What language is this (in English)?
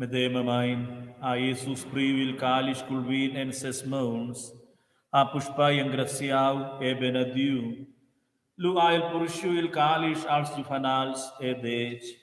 Romansh